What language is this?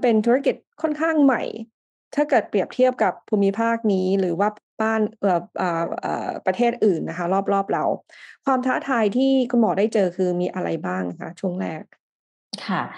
Thai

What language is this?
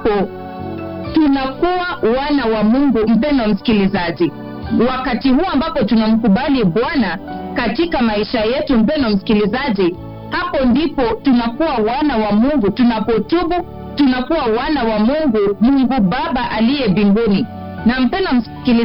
Swahili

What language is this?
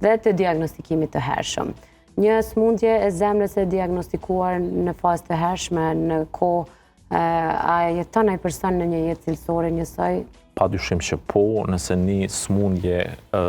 Albanian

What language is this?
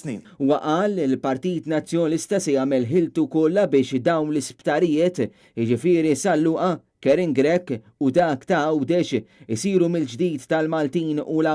Maltese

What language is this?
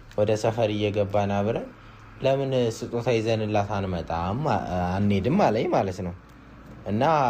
Amharic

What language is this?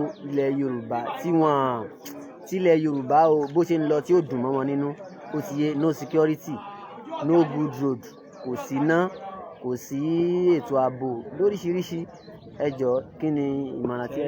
Yoruba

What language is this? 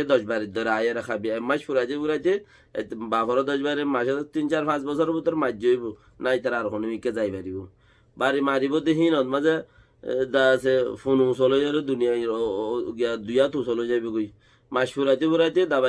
Rohingya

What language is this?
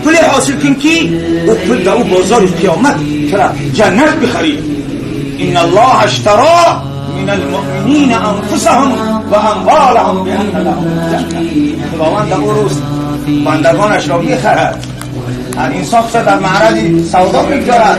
Tajik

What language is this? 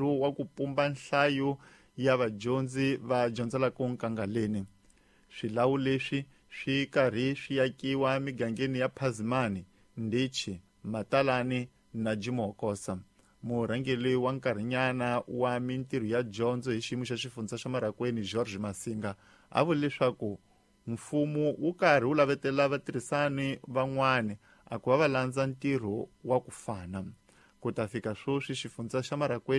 Tsonga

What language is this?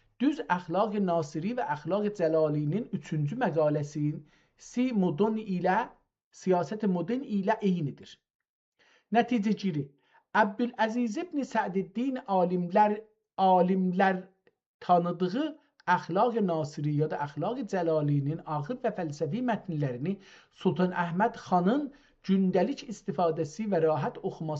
South Azerbaijani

